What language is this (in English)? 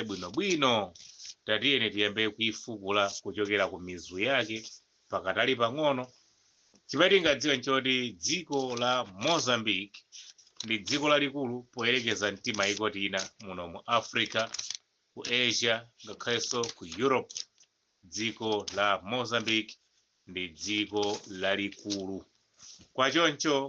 Nyanja